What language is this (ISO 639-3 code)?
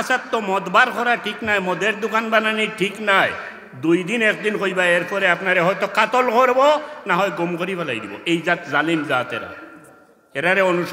syl